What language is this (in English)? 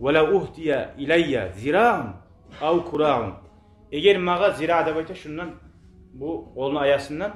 Kumyk